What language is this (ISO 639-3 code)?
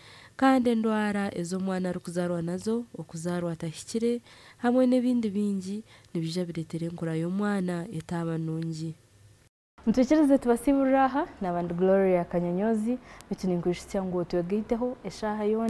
nyn